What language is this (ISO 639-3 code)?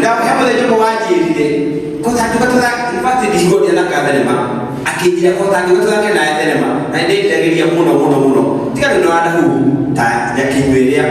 kik